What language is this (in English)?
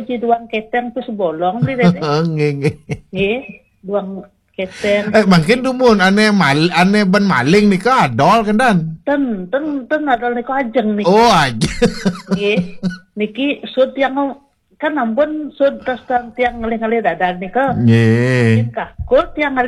Balinese